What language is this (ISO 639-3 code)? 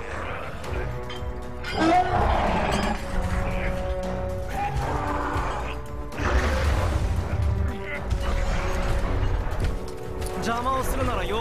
jpn